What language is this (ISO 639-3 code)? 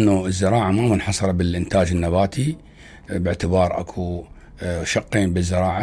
acm